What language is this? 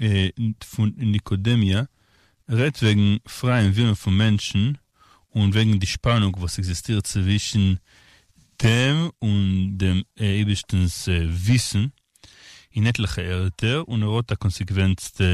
Yiddish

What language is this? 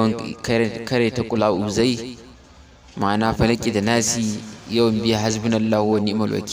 Hausa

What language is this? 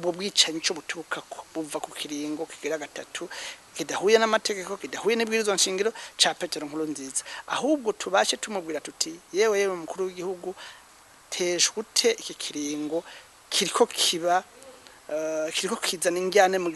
Rundi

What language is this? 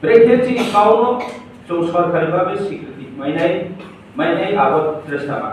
Riang (India)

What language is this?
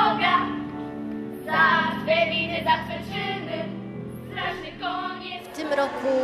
Polish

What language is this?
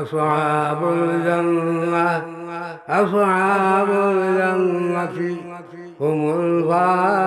Sylheti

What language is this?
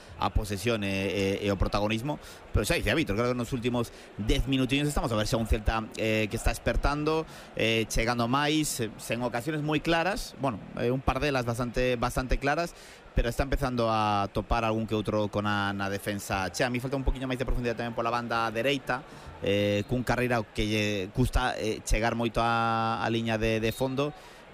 Galician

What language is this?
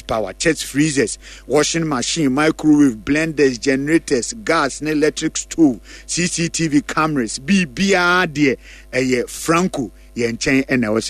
Akan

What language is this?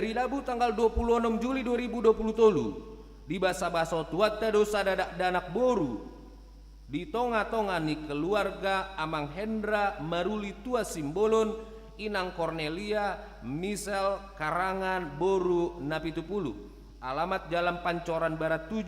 Batak Toba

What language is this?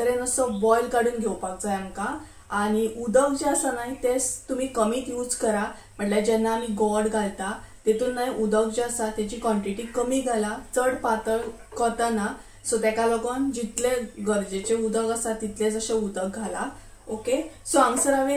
Konkani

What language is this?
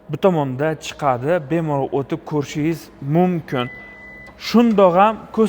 Uzbek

